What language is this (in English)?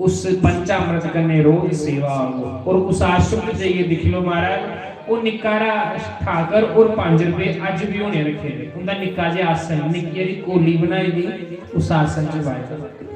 Dogri